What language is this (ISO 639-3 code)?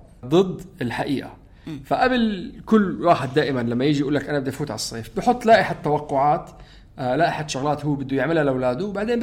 apc